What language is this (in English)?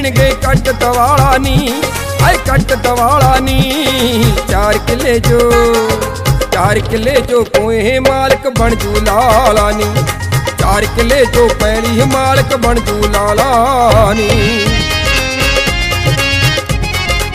Punjabi